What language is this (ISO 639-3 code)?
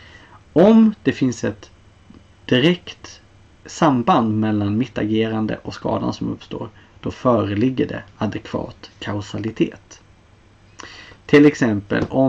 swe